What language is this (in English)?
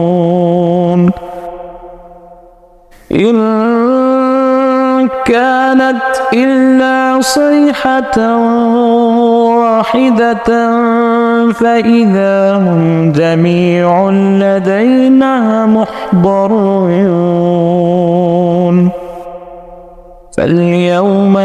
Arabic